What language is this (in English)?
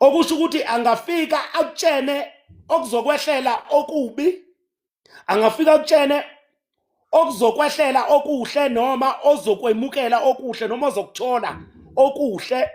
Zulu